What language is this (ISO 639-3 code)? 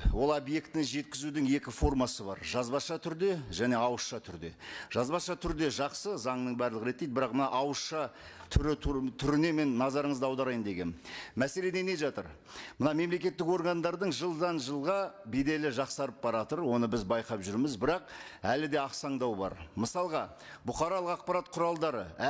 kaz